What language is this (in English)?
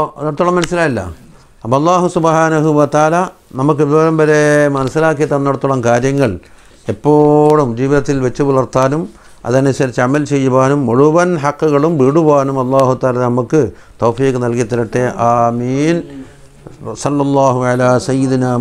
Malayalam